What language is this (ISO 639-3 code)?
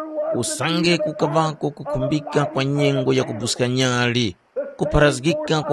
tum